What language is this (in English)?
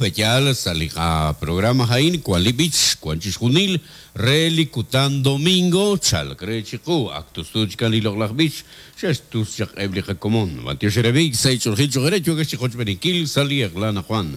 Kekchí